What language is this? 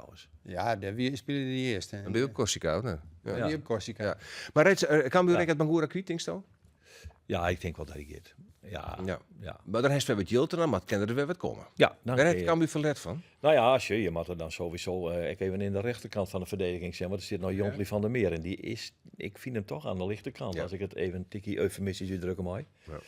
Western Frisian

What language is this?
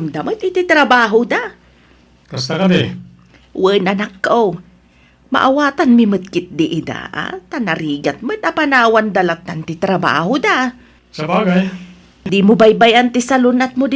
Iloko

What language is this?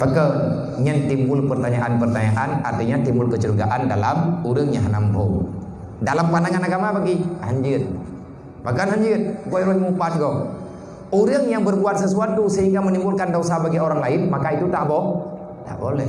Achinese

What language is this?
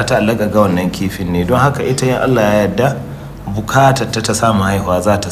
Hausa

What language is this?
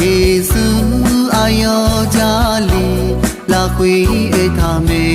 Akha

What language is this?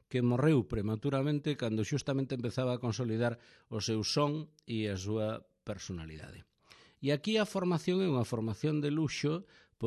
Galician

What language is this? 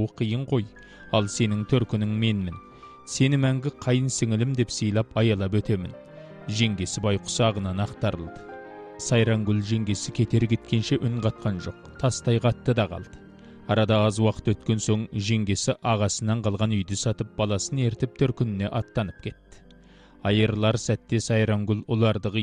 Kazakh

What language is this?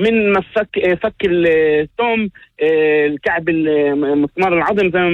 North Levantine Arabic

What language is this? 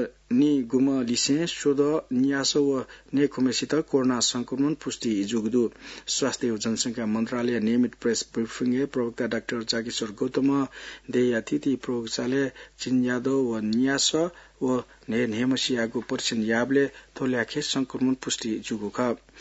Newari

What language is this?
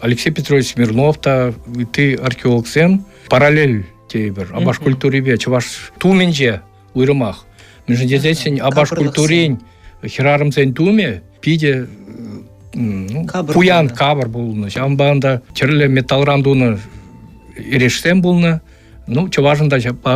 Chuvash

